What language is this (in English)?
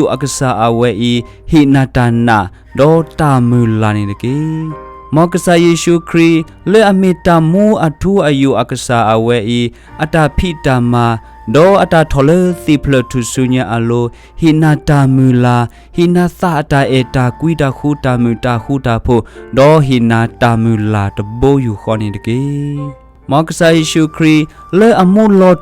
S'gaw Karen